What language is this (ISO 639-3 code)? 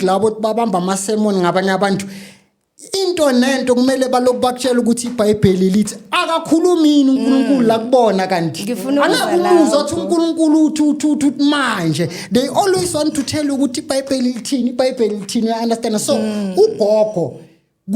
zul